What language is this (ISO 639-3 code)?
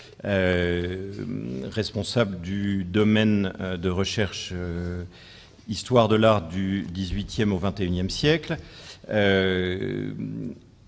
fra